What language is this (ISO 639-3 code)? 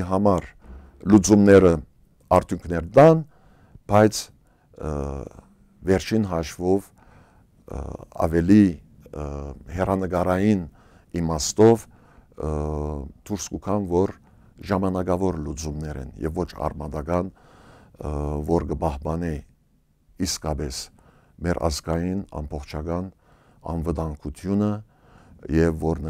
hyw